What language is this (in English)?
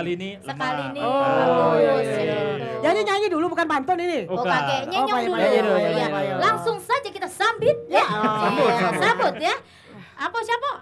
Musi